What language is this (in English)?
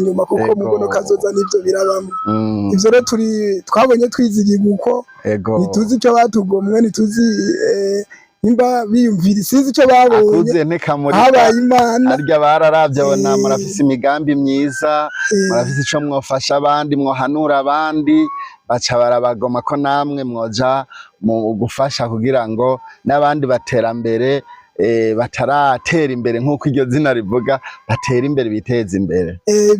Rundi